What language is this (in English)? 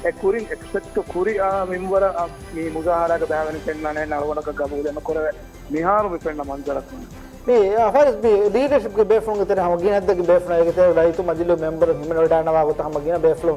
Divehi